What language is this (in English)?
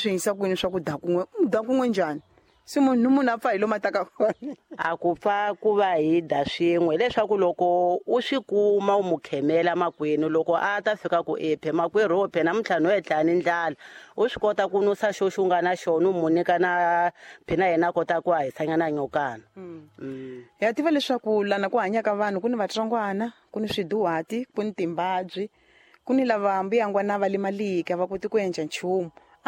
Tsonga